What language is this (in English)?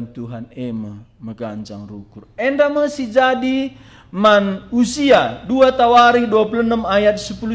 Batak Karo